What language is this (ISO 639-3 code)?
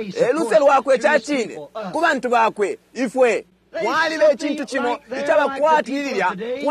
bem